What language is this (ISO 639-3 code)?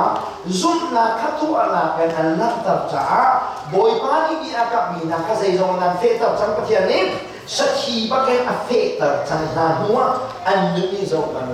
cnh